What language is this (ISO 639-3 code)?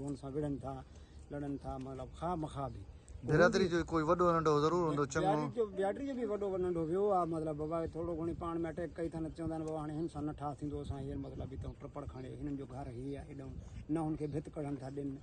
snd